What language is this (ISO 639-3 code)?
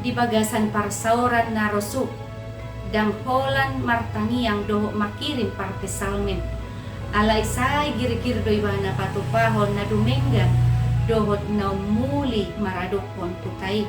bbc